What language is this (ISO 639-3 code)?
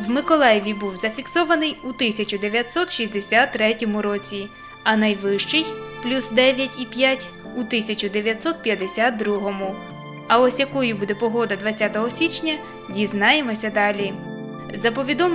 ukr